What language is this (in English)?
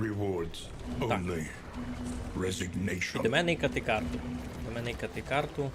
Rusyn